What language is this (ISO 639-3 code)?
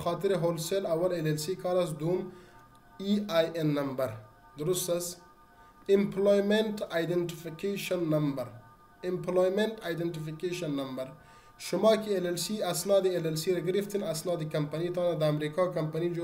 fas